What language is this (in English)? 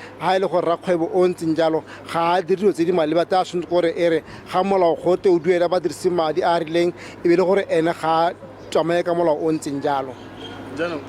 Tswana